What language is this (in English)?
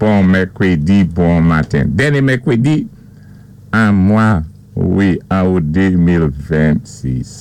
Saint Lucian Creole French